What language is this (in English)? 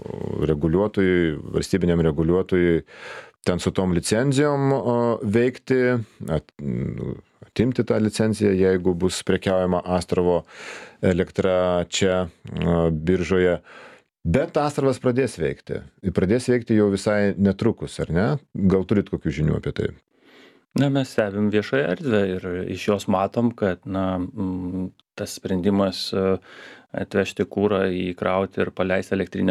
Lithuanian